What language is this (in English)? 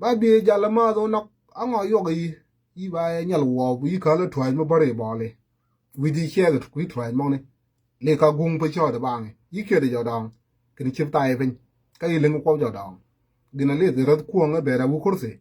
Nuer